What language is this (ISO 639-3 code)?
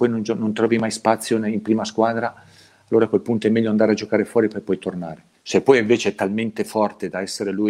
ita